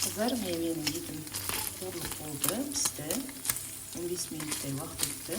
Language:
Kazakh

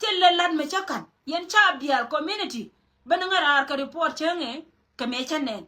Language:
Nuer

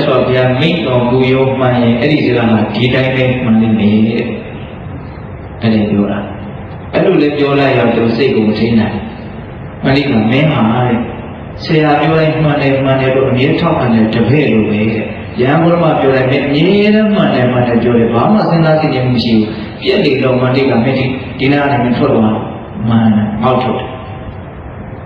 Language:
Burmese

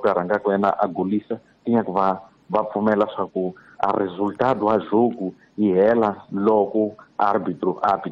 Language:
Tsonga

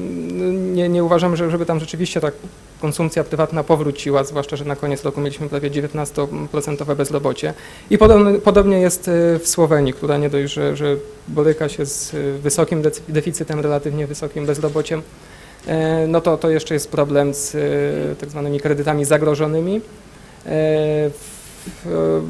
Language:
Polish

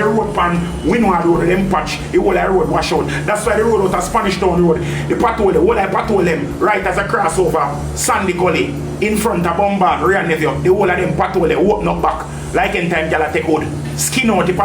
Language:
Jamaican Creole English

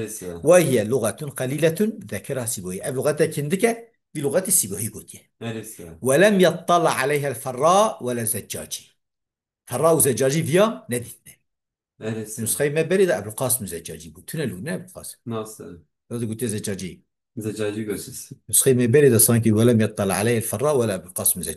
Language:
Kurdish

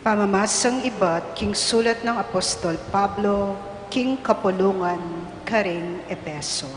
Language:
Pampanga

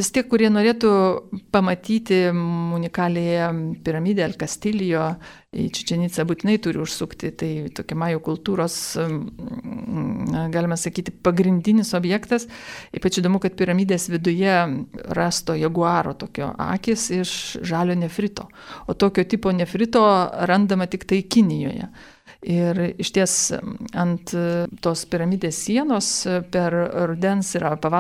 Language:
Lithuanian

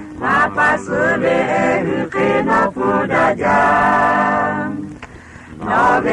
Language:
Lahu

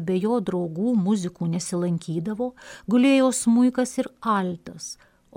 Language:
Lithuanian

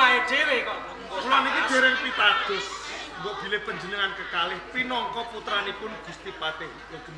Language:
Javanese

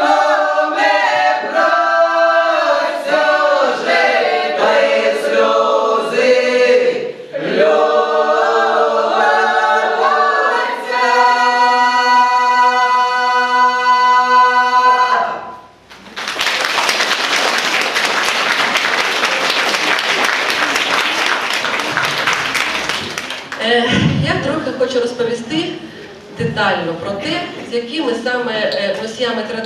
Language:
Ukrainian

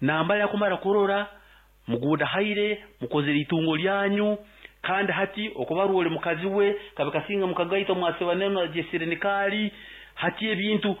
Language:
Nyankole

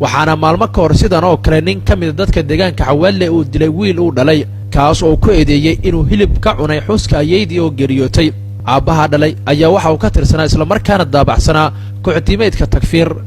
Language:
Somali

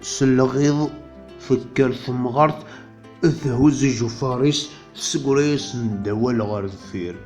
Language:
Kabyle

